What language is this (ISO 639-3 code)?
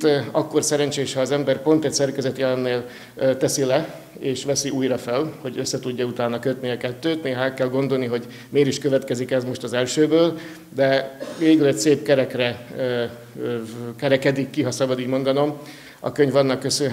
hun